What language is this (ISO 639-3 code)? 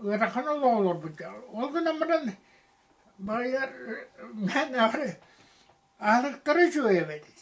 sah